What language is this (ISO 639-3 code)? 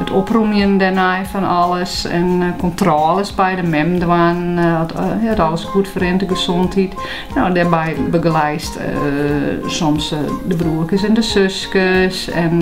fry